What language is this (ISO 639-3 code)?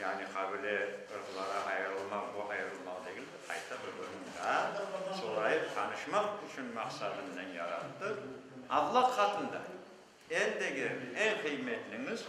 crh